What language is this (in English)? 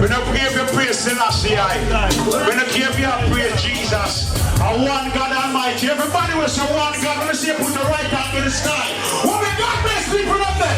Jamaican Creole English